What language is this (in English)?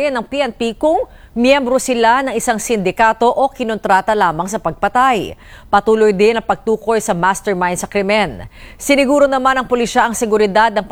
Filipino